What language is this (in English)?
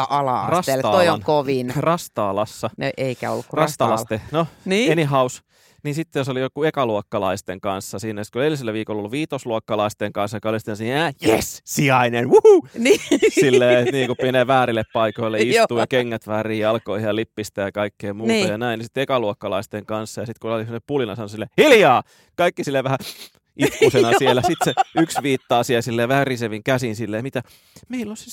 Finnish